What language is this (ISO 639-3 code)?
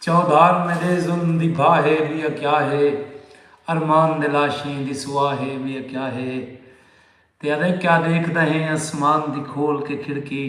skr